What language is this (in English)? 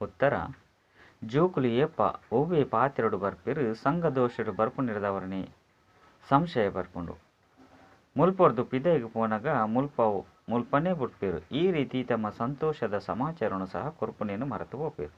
Tulu